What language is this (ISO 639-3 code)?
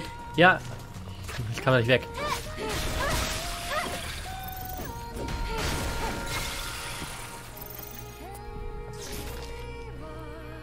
deu